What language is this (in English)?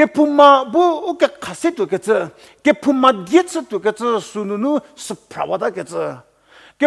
Angami Naga